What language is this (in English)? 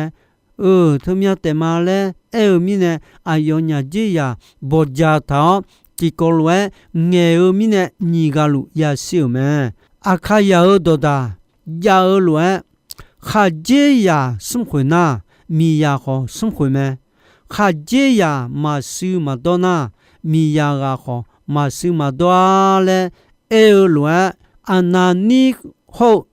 Akha